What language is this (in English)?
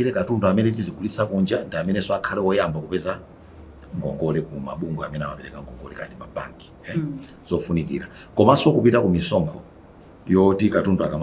Nyanja